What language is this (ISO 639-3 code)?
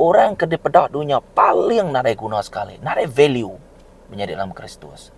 iba